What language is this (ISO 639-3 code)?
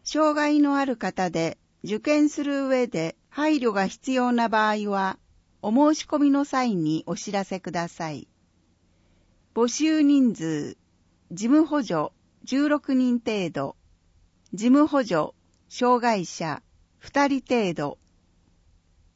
jpn